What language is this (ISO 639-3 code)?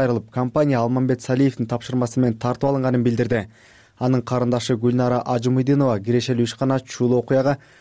kir